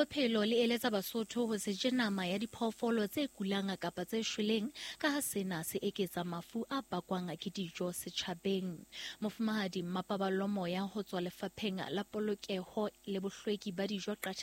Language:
Southern Sotho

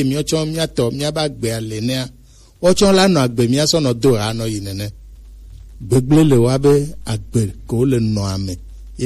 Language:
Gen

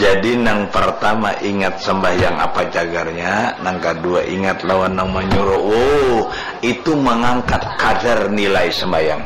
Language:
Banjar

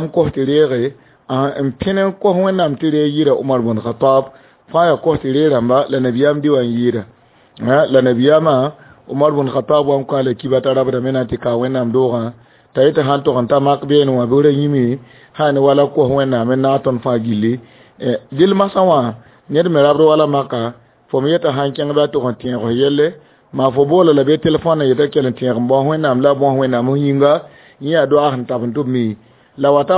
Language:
Mossi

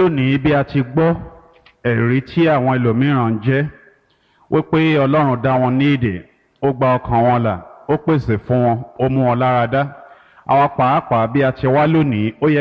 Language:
Yoruba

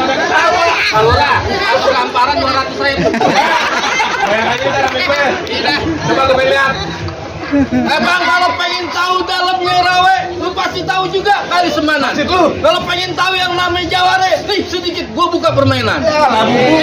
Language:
Betawi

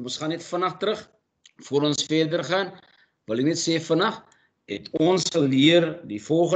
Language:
Afrikaans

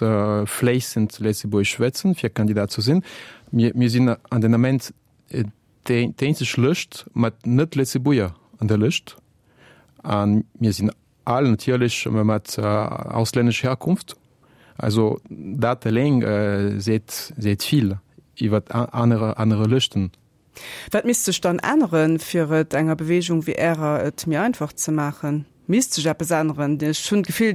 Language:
Luxembourgish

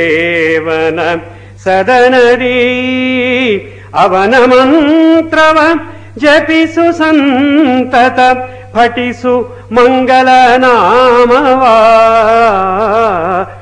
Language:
Kannada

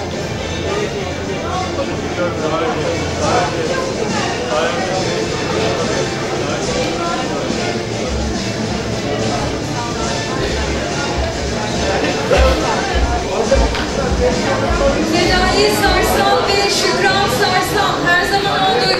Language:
Turkish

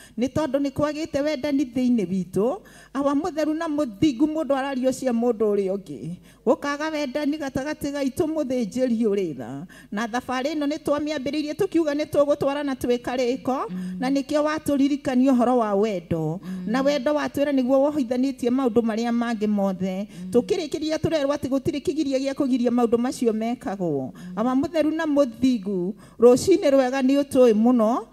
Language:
Kikuyu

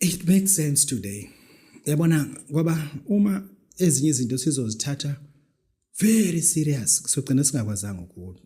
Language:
Zulu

